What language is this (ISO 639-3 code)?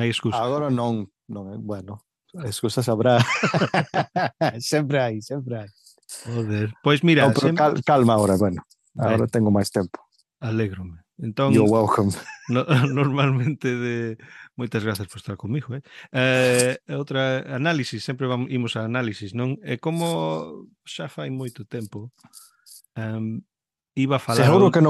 glg